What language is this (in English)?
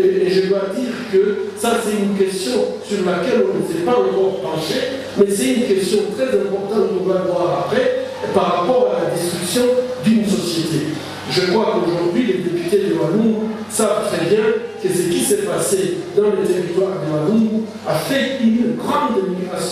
French